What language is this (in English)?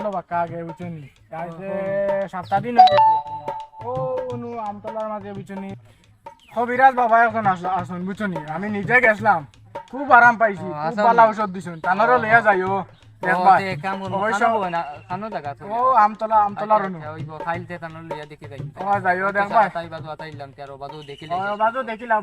Sylheti